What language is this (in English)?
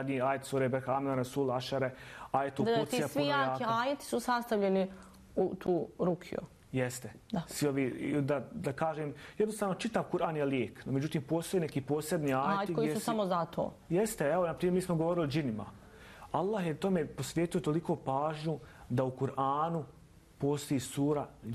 Bosnian